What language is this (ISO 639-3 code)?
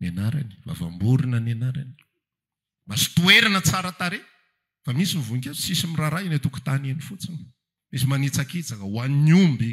mlg